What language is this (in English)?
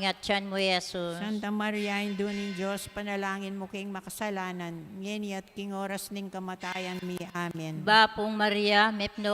Pampanga